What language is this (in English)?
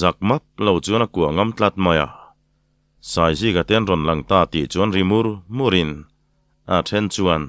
Mizo